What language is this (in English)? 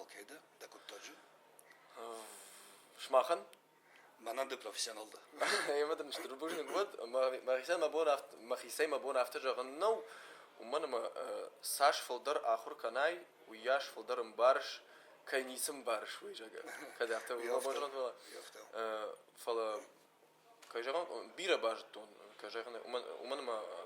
Ossetic